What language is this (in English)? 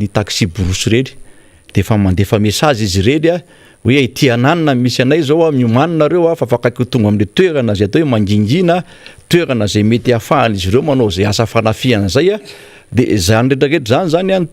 Malagasy